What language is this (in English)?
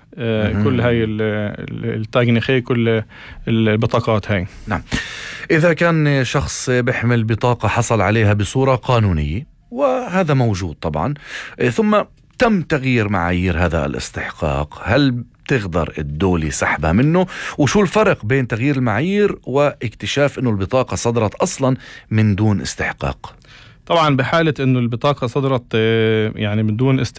North Levantine Arabic